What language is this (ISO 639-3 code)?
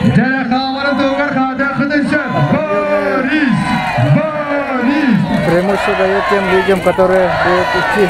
sah